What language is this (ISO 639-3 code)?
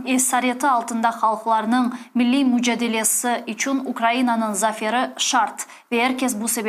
crh